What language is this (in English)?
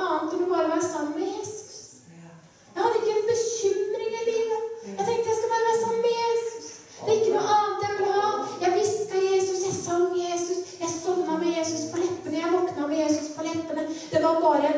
Norwegian